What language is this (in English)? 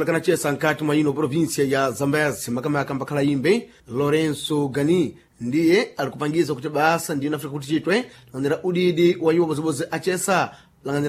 Sena